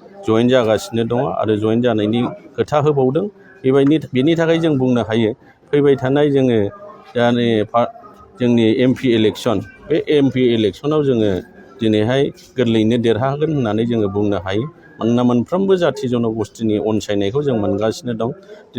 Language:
Bodo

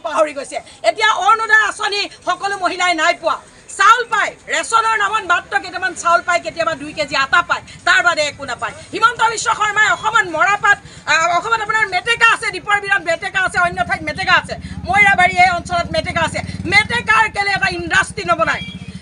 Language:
Assamese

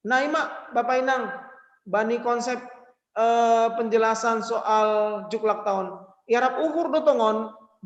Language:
Batak Simalungun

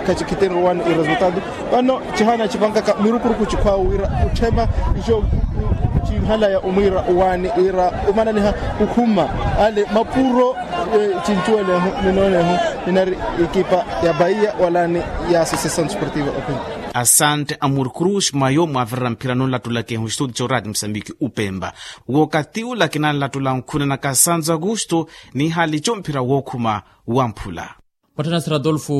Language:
Makhuwa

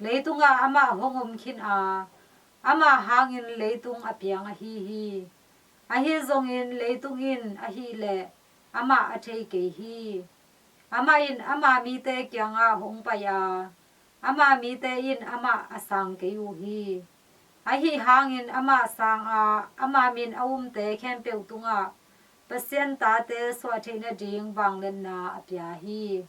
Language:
Tedim Chin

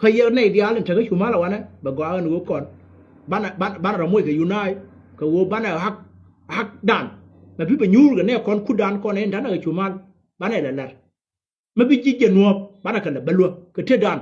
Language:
Nuer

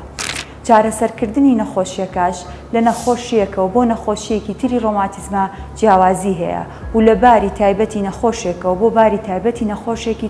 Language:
Central Kurdish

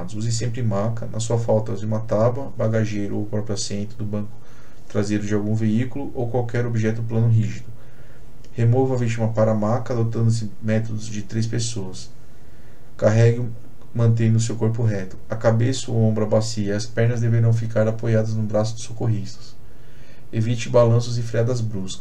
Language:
Portuguese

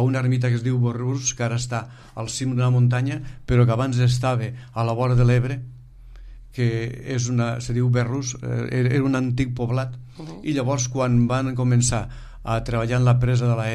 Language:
Catalan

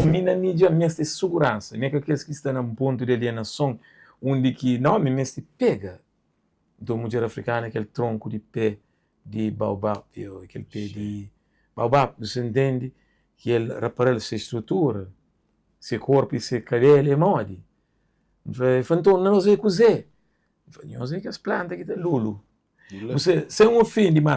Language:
Kabuverdianu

